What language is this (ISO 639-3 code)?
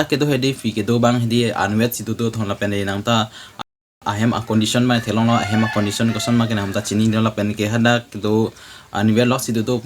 mjw